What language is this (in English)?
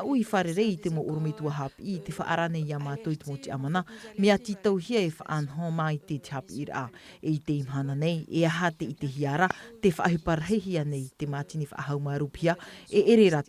Tahitian